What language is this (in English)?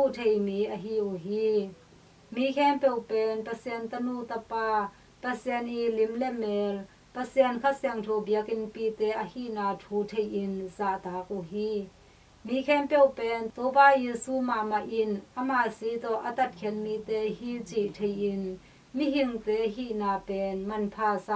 Tedim Chin